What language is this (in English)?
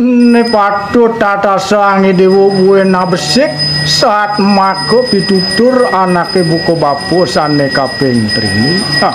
Balinese